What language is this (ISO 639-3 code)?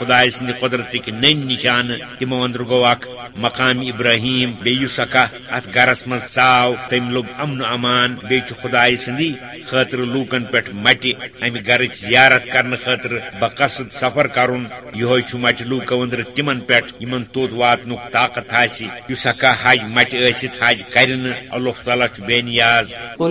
kas